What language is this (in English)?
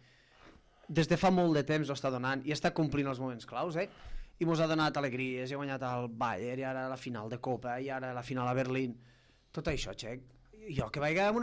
Catalan